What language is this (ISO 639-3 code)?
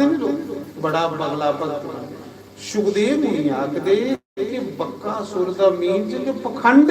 doi